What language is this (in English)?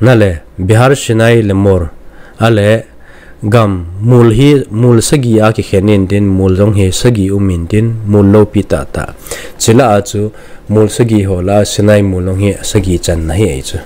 Thado Chin